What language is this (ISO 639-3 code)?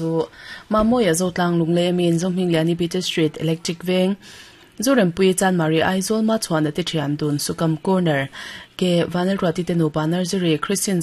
lus